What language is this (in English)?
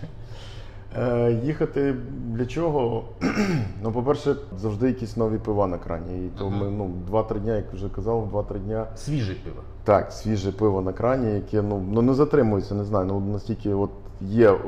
Ukrainian